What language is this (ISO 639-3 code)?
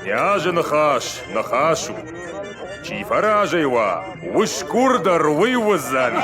oss